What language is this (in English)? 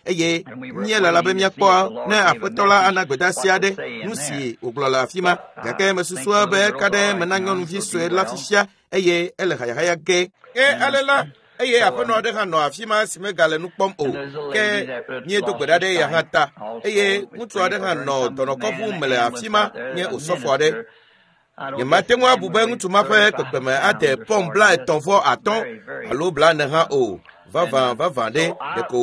Ewe